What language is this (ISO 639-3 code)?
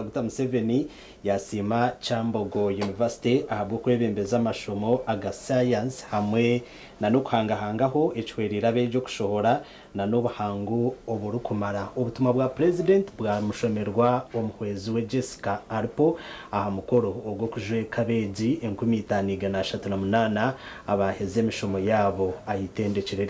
nyn